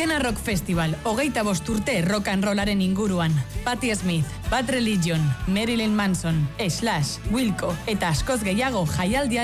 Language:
Basque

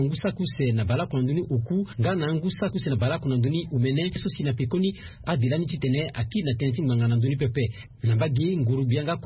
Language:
Sango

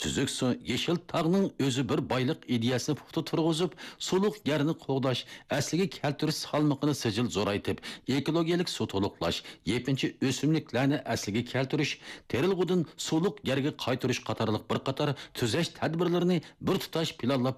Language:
Uyghur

